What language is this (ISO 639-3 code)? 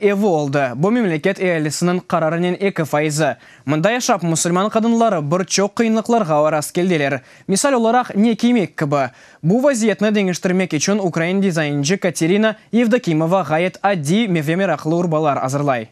crh